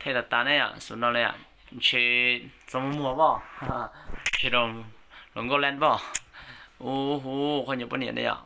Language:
Hmong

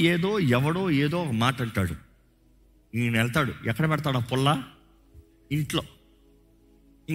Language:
Telugu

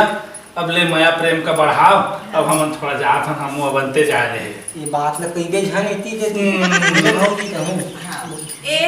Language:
Chhattisgarhi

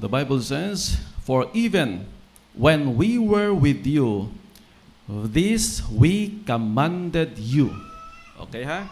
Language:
Hiligaynon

